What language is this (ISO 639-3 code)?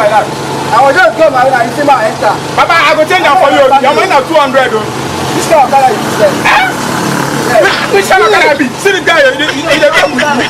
pcm